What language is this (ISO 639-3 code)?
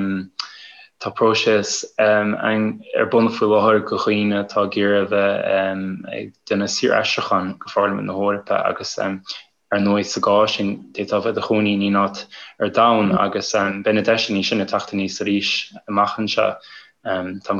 gle